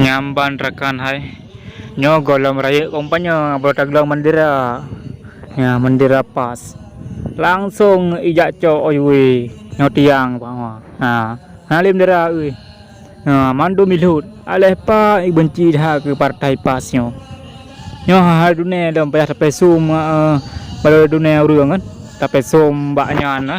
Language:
Achinese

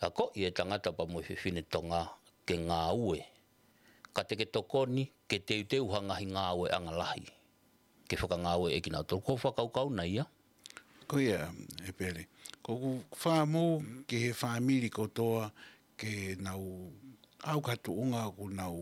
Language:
Tongan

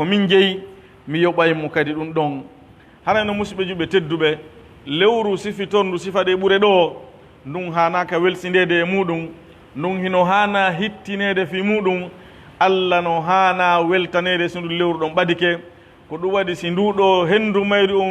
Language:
Pular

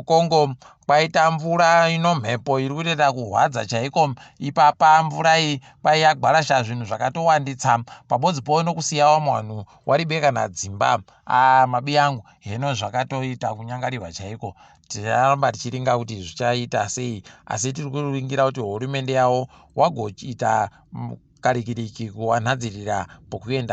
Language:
Ndau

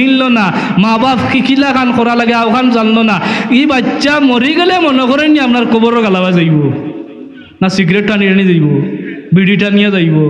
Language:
Sylheti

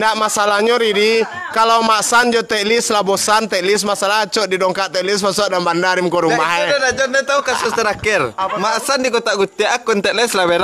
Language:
Minangkabau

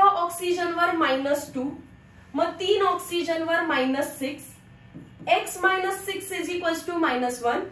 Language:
Marathi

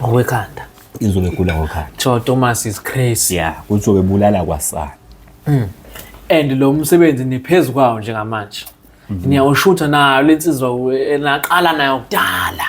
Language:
Zulu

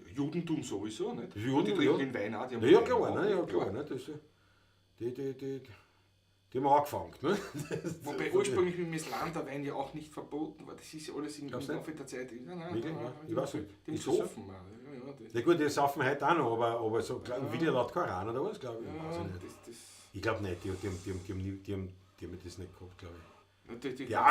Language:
Bavarian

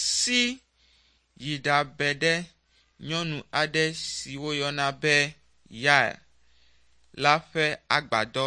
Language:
Ewe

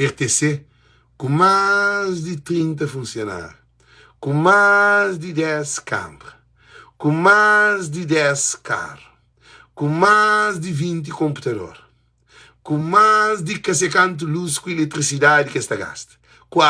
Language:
Kabuverdianu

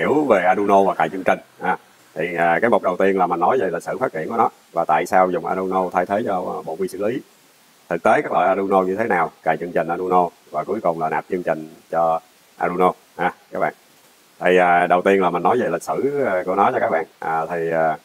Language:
Vietnamese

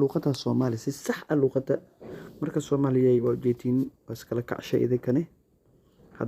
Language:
Somali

